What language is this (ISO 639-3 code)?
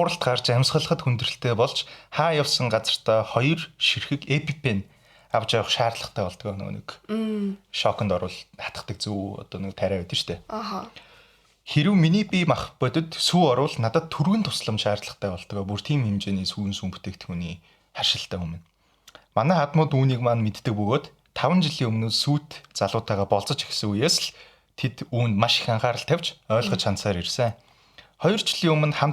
mon